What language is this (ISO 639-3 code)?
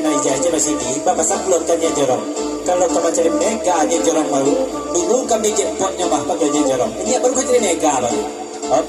min